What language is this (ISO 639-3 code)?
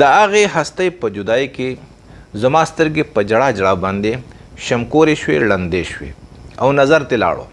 pus